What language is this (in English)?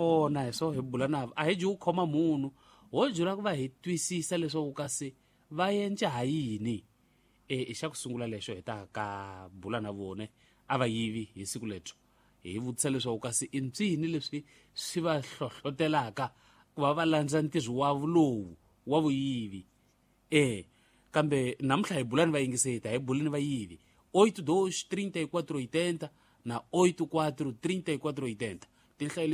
Tsonga